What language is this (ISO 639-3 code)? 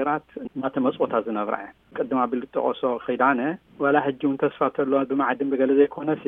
tir